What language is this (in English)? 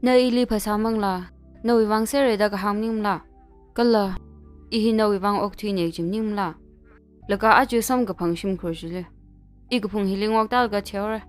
Tangkhul Naga (India)